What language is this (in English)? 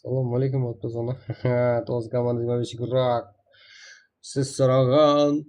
Kara-Kalpak